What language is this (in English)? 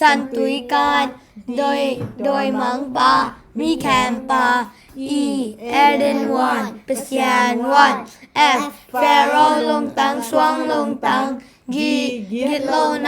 Tedim Chin